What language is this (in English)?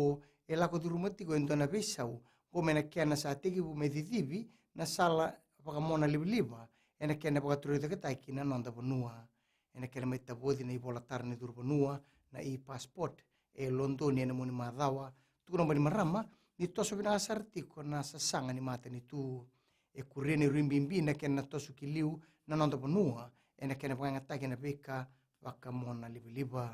Fijian